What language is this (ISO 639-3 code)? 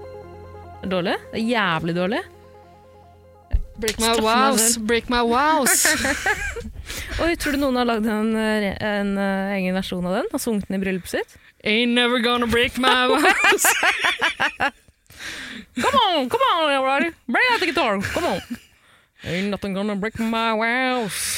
nor